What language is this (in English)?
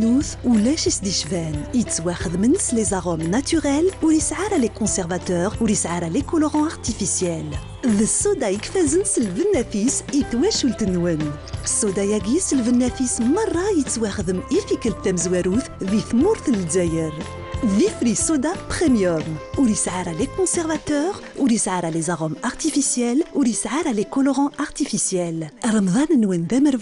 Kabyle